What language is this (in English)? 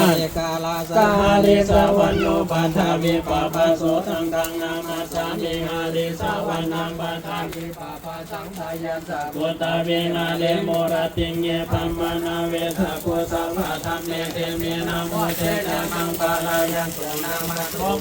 Pali